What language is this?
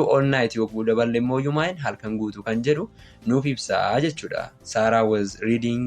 Oromo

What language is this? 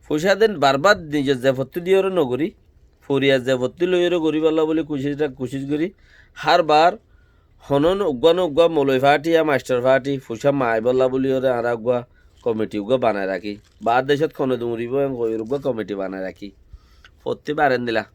Rohingya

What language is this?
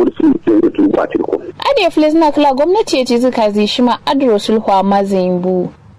Kanuri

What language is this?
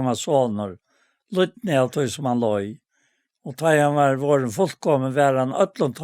Faroese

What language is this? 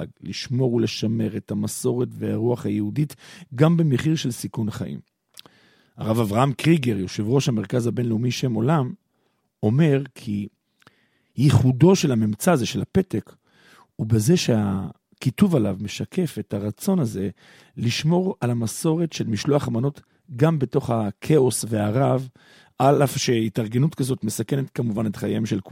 Hebrew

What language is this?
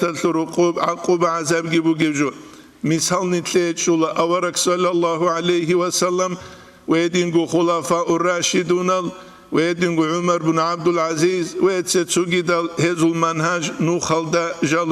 Avaric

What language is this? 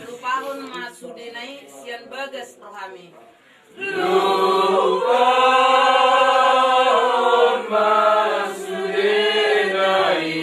Batak Toba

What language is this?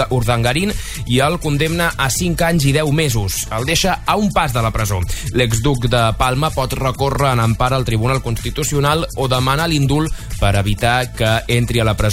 Catalan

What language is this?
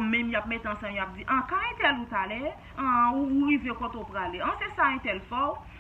Haitian Creole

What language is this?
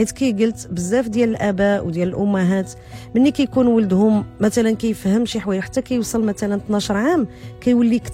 Moroccan Arabic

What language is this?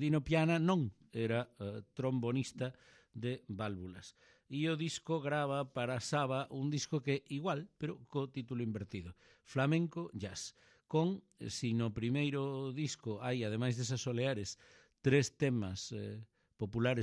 Galician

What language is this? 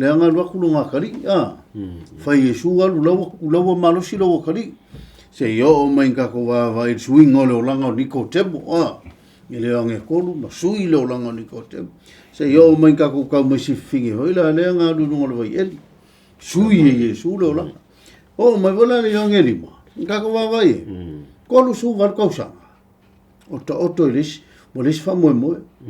Samoan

